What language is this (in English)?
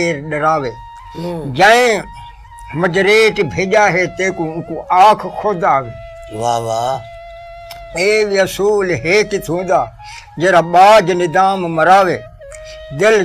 Saraiki